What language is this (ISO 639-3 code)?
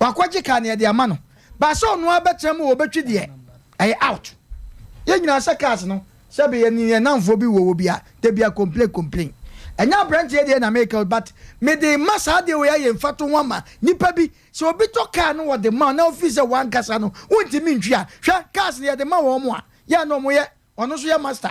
aka